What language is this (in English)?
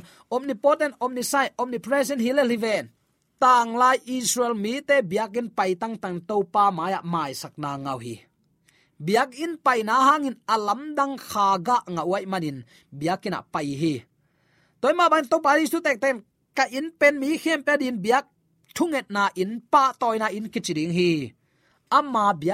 Tedim Chin